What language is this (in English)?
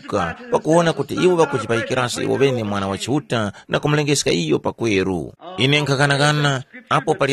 Tumbuka